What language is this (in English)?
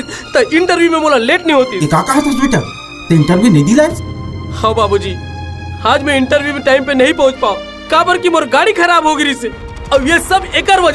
Chhattisgarhi